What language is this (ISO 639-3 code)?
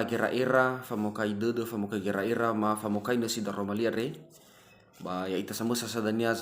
nia